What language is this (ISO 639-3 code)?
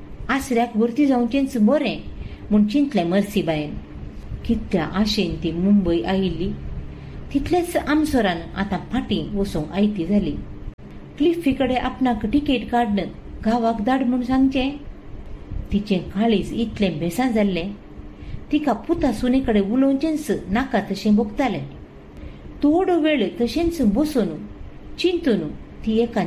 kok